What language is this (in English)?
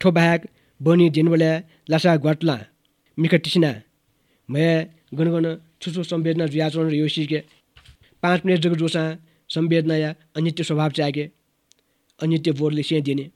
Newari